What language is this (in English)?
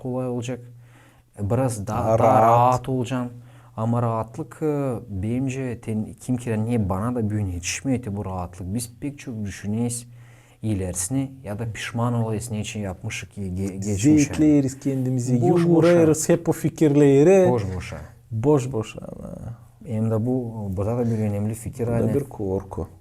Gagauz